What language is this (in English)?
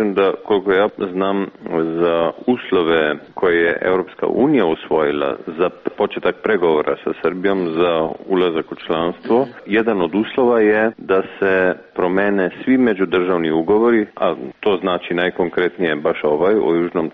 Serbian